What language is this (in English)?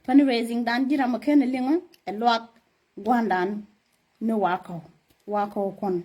Nuer